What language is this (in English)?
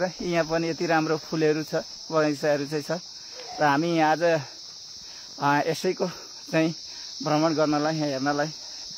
Nepali